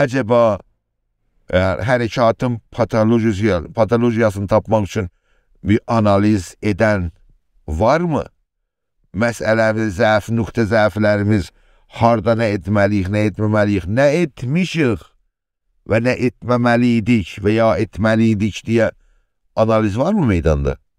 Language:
South Azerbaijani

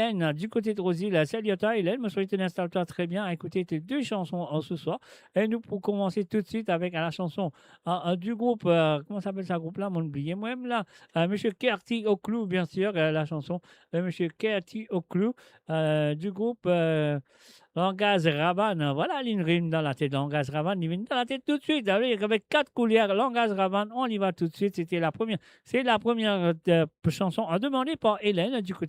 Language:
Morisyen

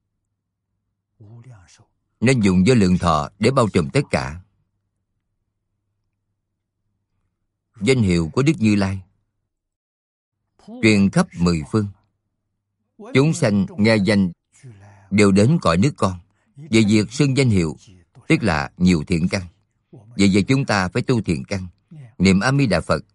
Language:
Vietnamese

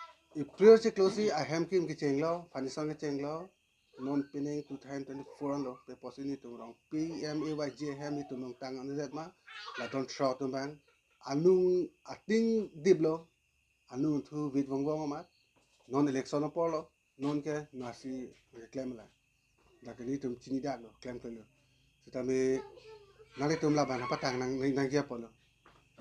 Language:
Karbi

